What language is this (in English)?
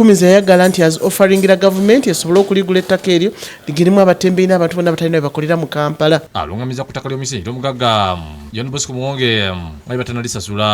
Ganda